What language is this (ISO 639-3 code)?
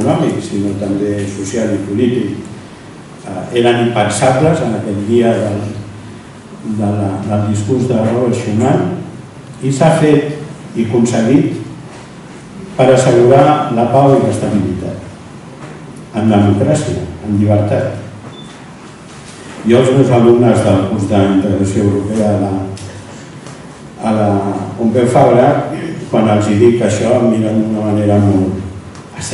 cat